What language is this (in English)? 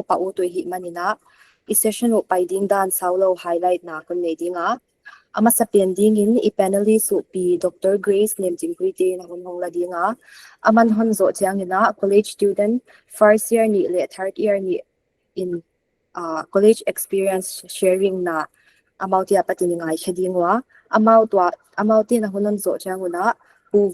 Paite Chin